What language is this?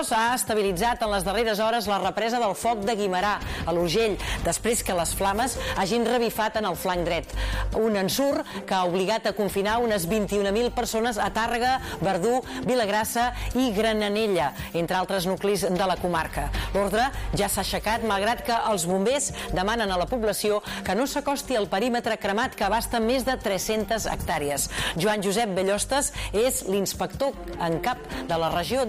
Catalan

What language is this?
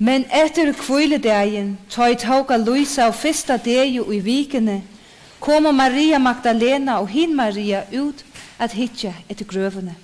Faroese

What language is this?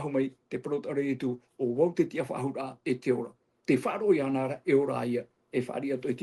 Tahitian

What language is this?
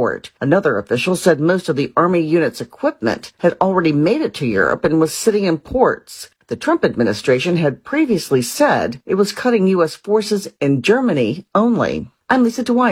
English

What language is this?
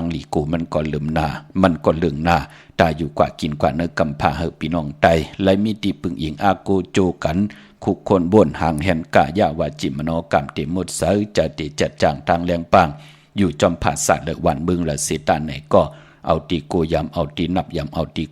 Shan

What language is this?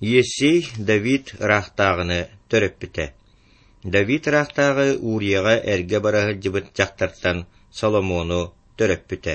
Yakut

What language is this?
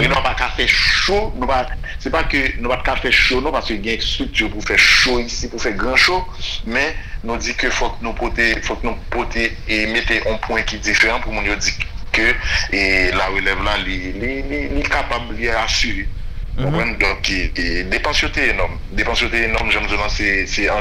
Haitian Creole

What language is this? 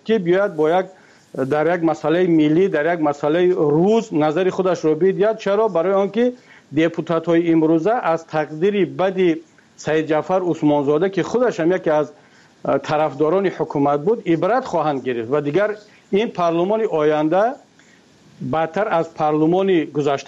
Persian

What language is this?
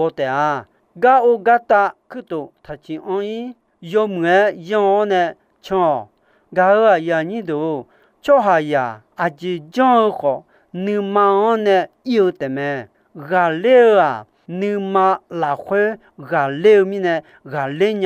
Akha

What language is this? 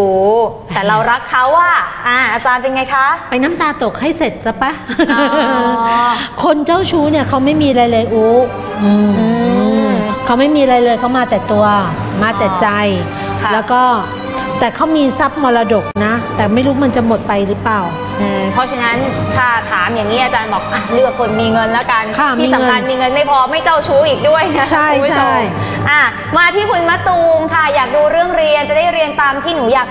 Thai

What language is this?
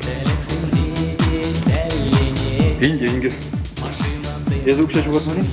Chuvash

